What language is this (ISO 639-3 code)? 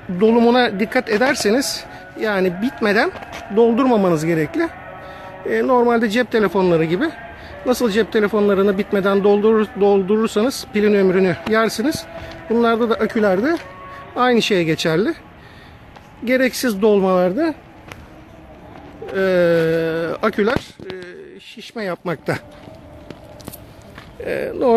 tur